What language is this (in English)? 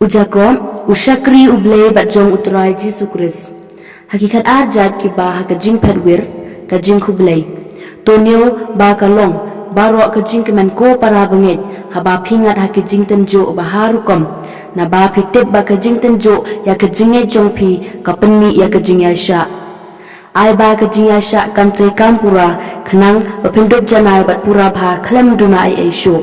Khasi